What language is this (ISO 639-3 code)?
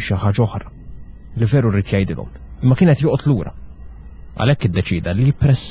mlt